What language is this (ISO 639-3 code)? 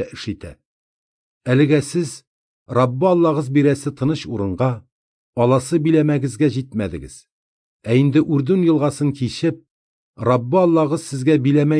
tat